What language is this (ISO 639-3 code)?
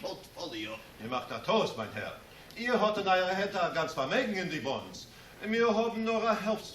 yid